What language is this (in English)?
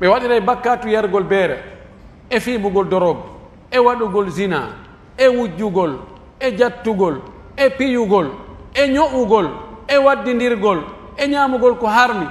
Pular